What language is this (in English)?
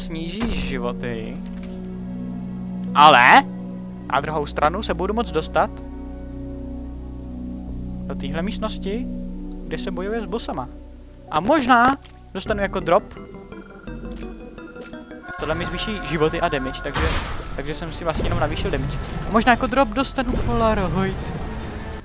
Czech